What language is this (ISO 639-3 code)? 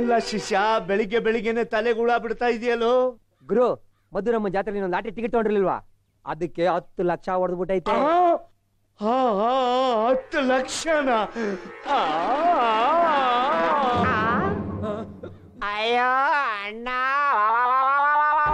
kan